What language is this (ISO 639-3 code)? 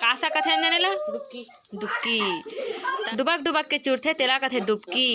hne